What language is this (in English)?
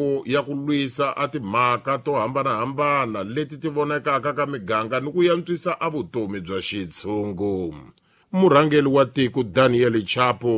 Tsonga